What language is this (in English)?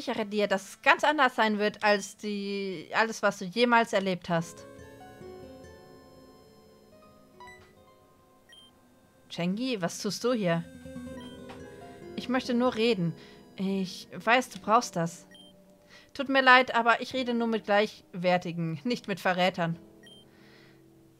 German